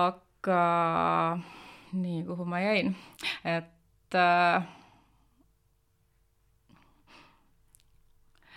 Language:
Estonian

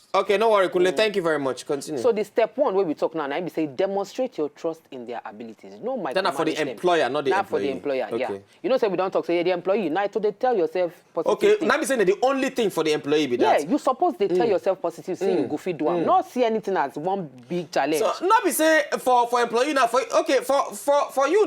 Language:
Nigerian Pidgin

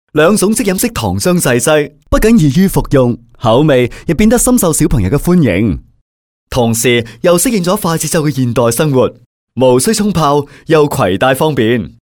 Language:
Cantonese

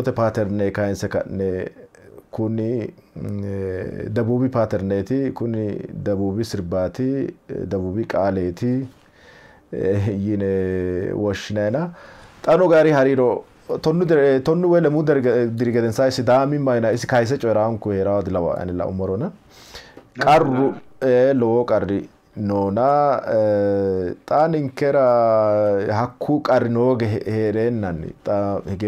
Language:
Sidamo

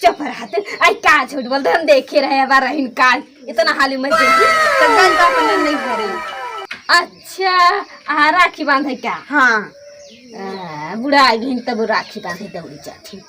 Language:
Awadhi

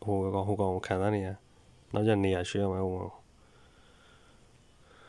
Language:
Burmese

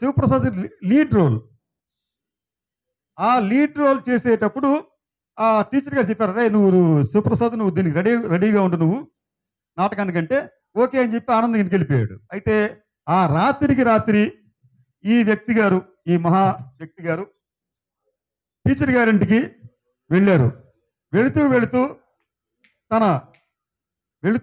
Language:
Telugu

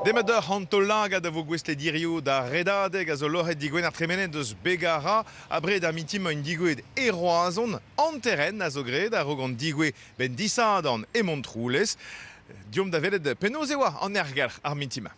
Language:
Breton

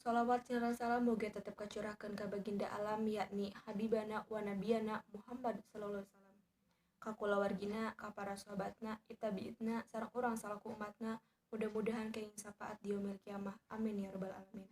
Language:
Sundanese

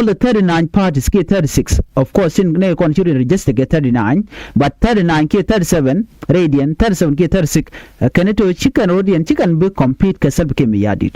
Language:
Nuer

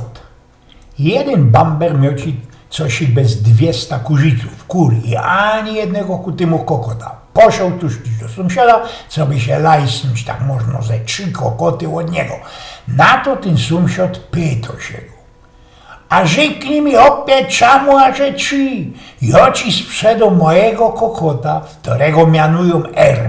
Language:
Silesian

